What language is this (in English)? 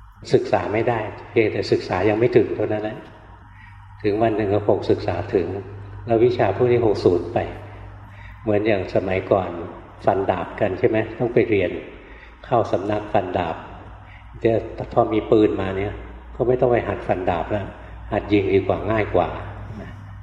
Thai